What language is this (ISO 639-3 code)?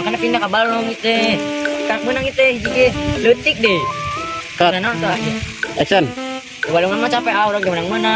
sun